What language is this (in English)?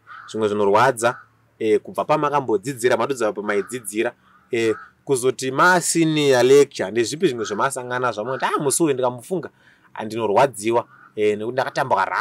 Shona